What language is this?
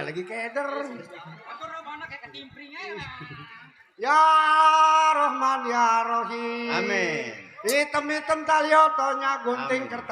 Betawi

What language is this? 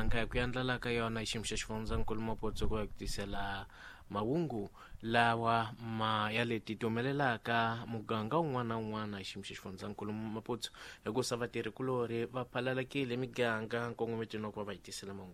Tsonga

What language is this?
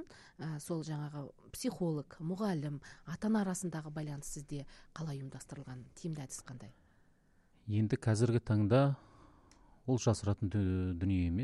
Kazakh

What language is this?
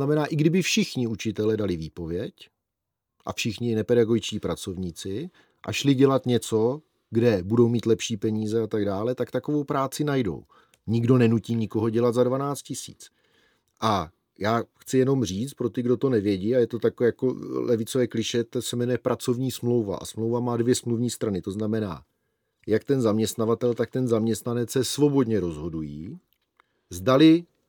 Czech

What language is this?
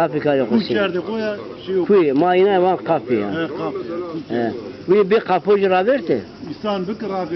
Zaza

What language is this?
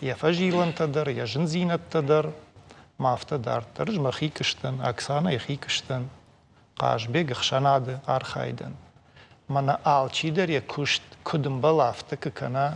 Ossetic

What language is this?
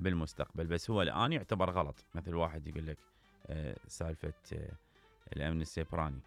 Mesopotamian Arabic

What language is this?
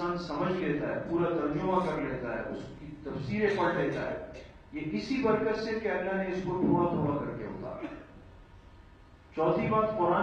Urdu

